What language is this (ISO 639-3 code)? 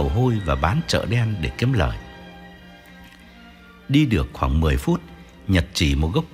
vie